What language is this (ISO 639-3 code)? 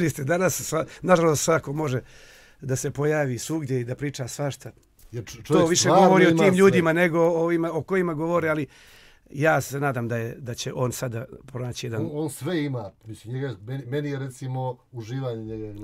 srp